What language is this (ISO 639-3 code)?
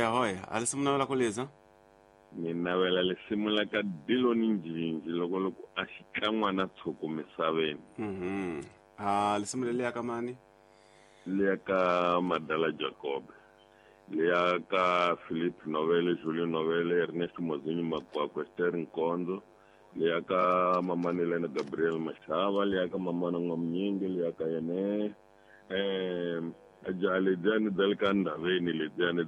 tso